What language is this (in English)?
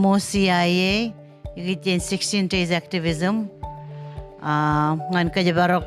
Marshallese